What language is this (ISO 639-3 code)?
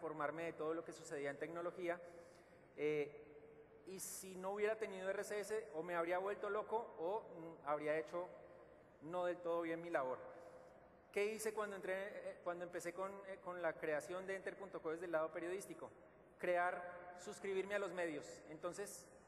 spa